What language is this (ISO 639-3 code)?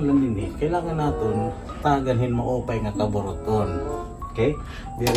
war